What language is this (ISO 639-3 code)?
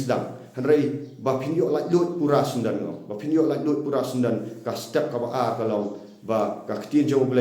kha